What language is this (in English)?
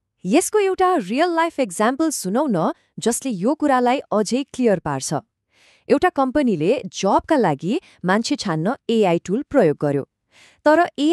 Nepali